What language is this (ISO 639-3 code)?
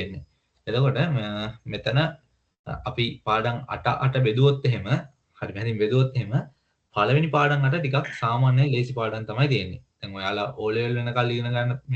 sin